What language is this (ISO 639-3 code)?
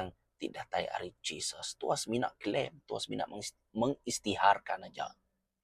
iba